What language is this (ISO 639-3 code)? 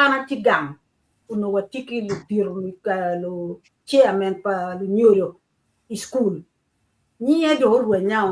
ach